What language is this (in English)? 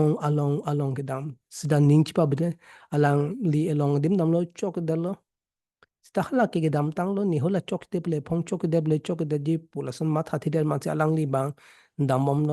Karbi